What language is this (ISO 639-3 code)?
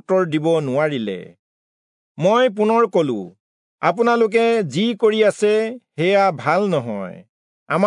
asm